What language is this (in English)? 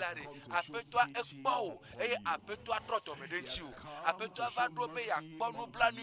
Ewe